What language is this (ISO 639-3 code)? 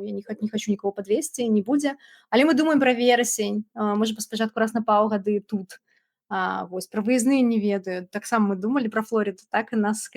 bel